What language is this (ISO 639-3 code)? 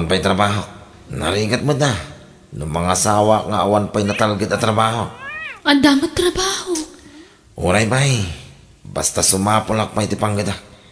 ilo